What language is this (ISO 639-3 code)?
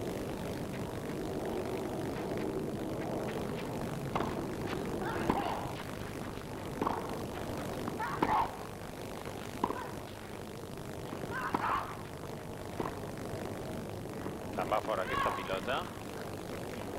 cat